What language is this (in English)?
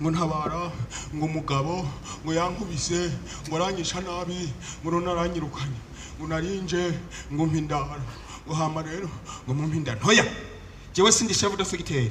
Rundi